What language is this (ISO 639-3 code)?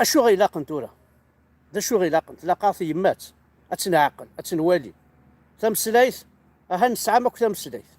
kab